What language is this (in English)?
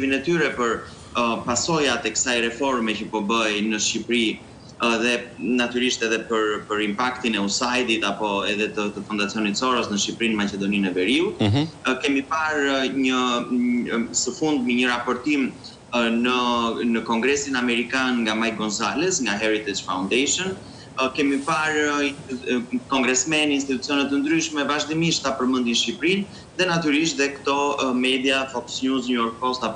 Albanian